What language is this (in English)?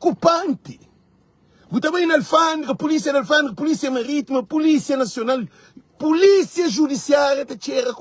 Kabuverdianu